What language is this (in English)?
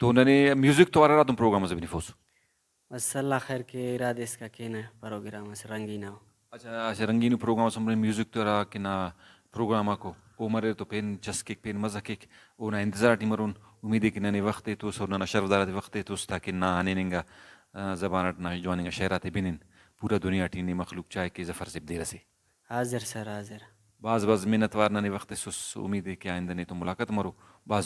Brahui